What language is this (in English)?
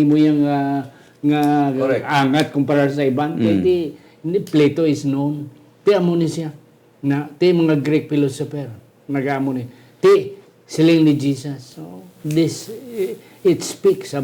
Hiligaynon